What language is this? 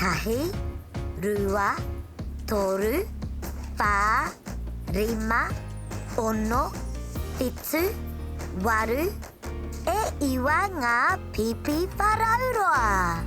Māori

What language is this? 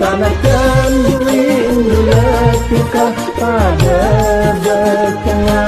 Madurese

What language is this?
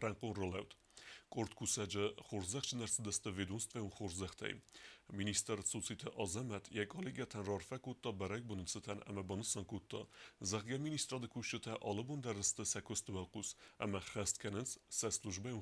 Ossetic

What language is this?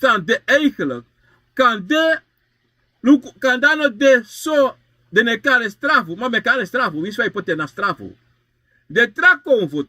Sranan Tongo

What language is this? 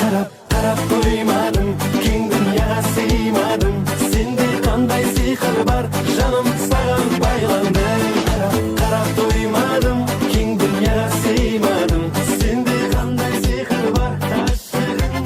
Kara-Kalpak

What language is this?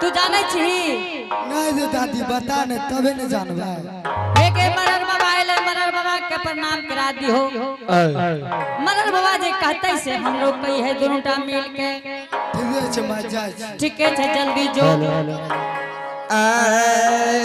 Angika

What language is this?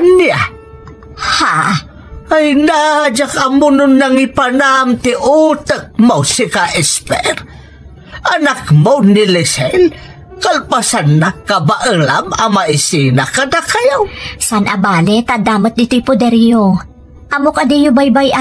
Iloko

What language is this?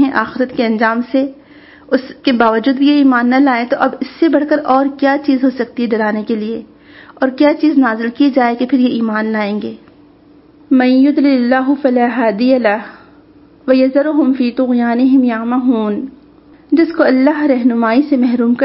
Urdu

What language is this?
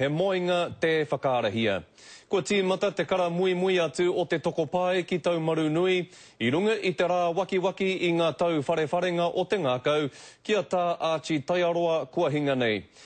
Māori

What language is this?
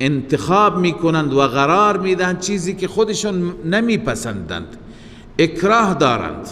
Persian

